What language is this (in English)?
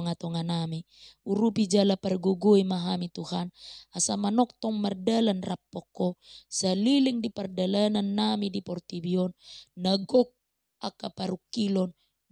Batak Toba